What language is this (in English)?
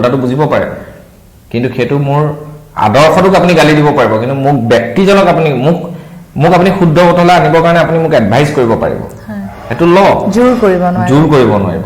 Assamese